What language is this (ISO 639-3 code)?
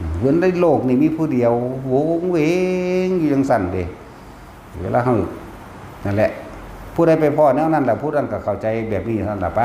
tts